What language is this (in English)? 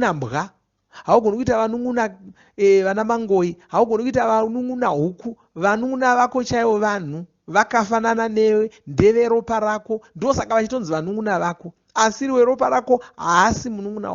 Shona